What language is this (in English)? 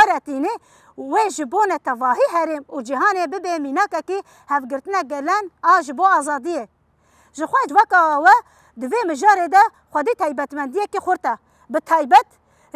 Kurdish